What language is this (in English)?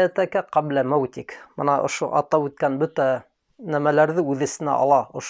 Bashkir